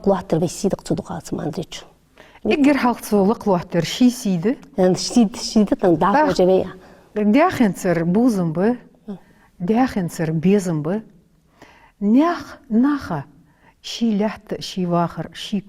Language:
Ingush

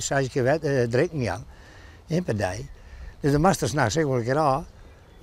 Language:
Western Frisian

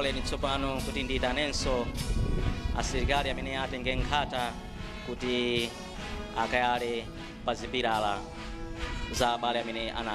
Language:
Nyanja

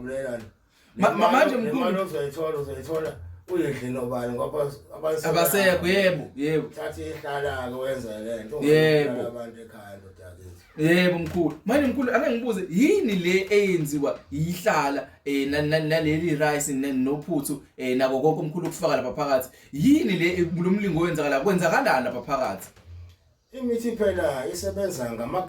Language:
Zulu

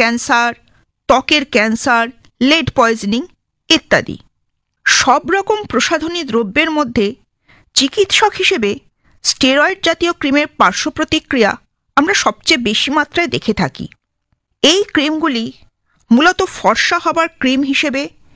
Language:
Bangla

